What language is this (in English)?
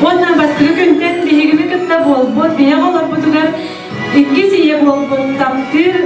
Yakut